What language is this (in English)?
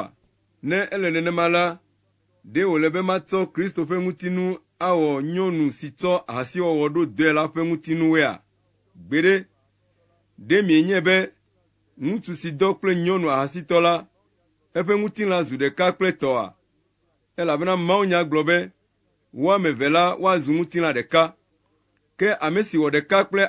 Ewe